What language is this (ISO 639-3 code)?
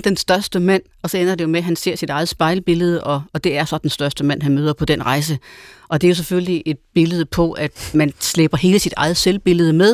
dan